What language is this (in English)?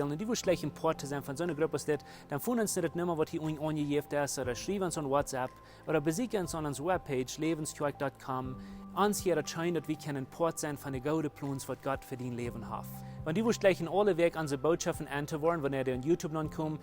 Plautdietsch